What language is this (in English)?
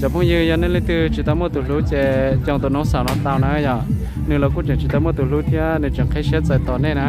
Hmong